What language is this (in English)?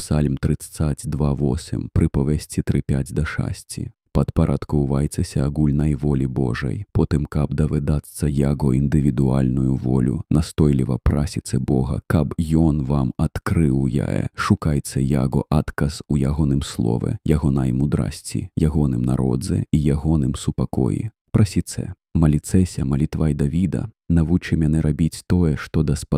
Belarusian